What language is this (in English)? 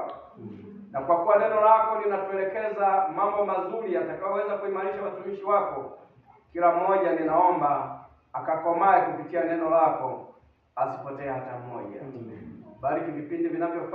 Swahili